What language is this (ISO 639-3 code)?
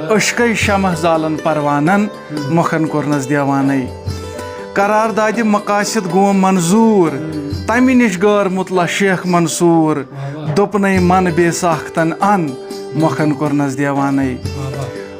kas